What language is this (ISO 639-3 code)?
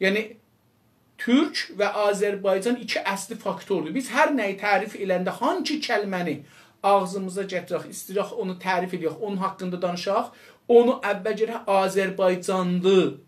azb